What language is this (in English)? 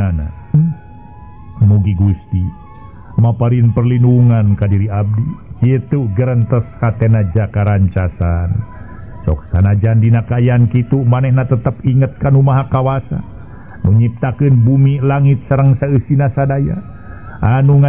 Sundanese